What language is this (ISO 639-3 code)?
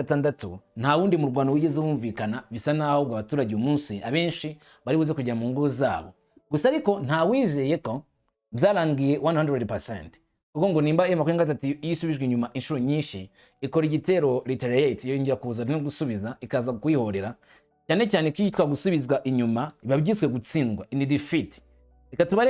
kin